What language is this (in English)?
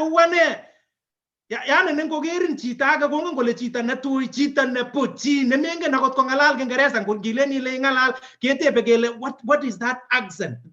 Kalenjin